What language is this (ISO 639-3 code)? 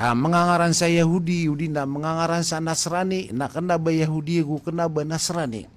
mrw